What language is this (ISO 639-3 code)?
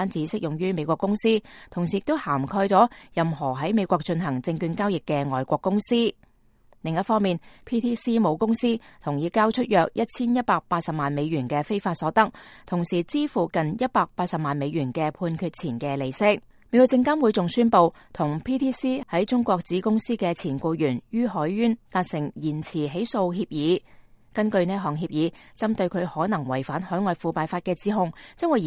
yue